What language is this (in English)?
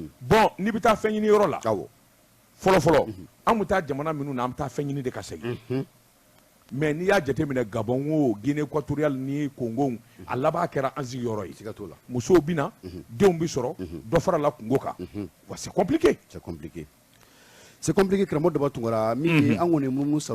Bambara